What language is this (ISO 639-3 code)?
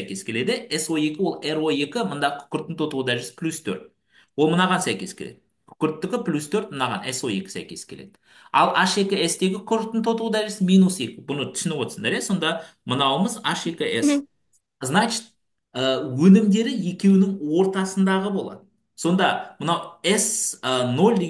kaz